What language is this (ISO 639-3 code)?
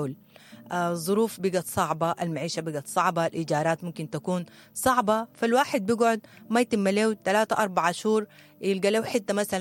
apd